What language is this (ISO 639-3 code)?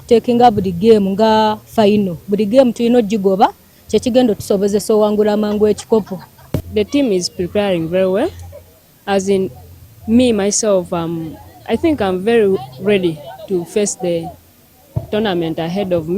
lug